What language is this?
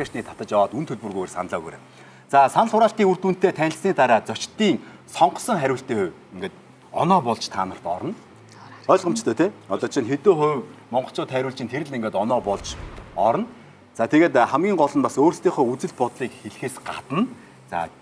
Mongolian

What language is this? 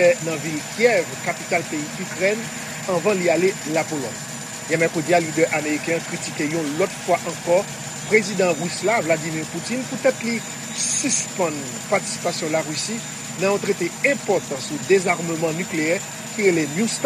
Haitian Creole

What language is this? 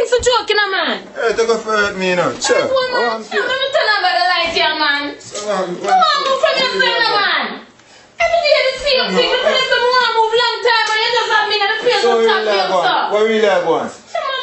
Jamaican Creole English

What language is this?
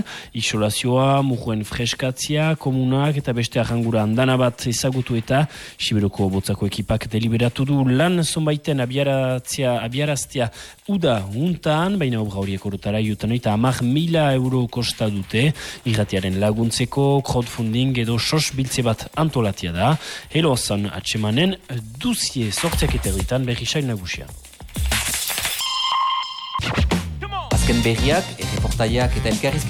Basque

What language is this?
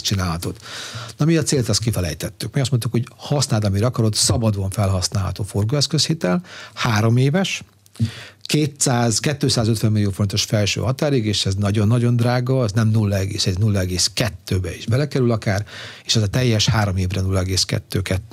Hungarian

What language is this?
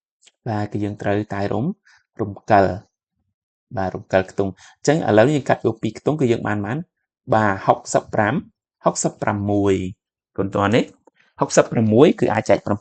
Khmer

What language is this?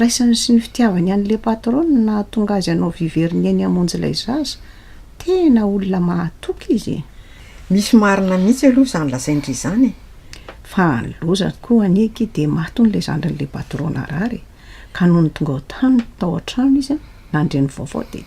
Malagasy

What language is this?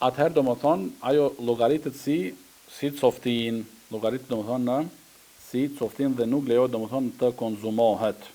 Albanian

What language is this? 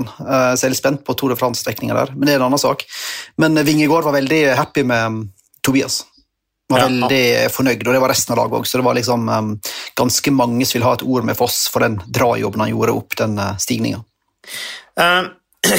Norwegian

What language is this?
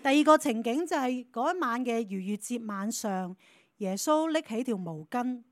Cantonese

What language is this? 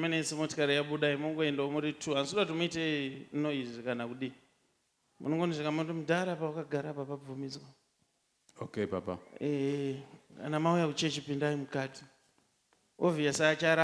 Shona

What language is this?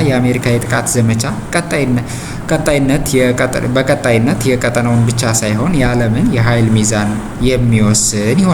Amharic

